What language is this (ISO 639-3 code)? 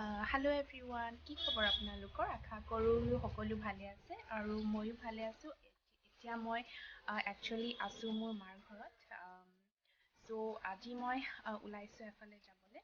asm